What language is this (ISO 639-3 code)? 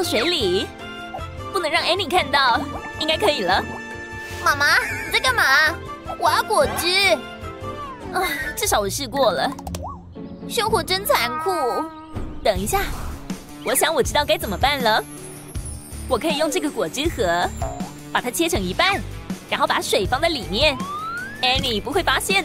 zho